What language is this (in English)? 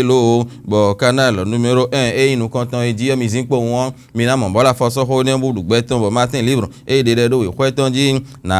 Fon